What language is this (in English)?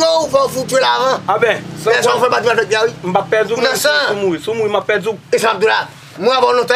Haitian Creole